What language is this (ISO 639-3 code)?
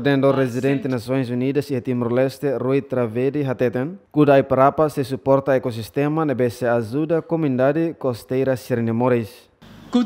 tet